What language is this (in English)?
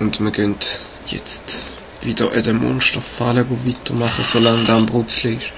Swiss German